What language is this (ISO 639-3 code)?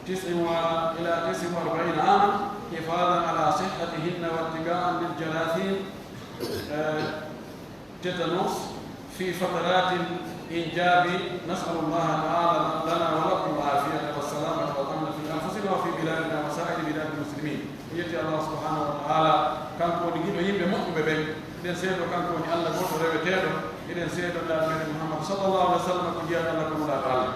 fuf